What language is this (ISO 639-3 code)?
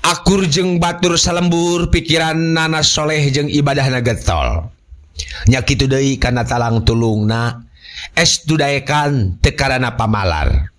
sun